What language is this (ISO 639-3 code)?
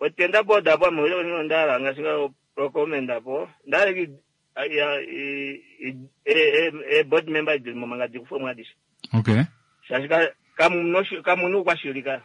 kua